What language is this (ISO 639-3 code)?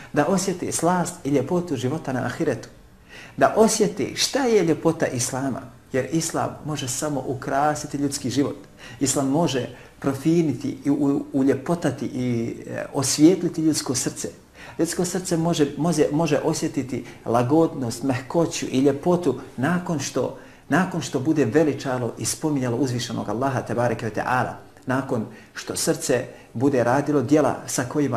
bos